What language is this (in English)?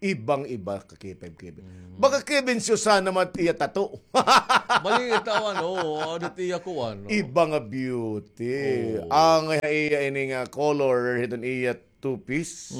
Waray